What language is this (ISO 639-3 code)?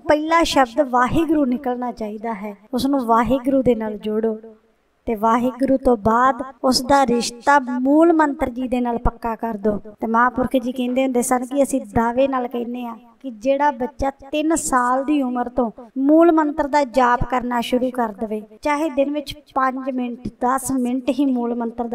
pan